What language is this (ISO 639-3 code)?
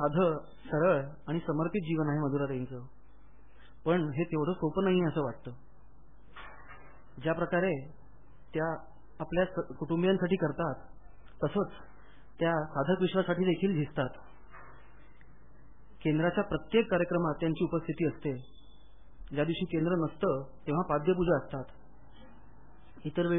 mar